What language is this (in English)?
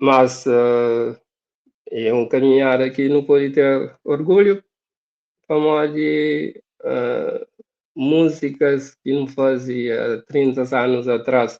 Kabuverdianu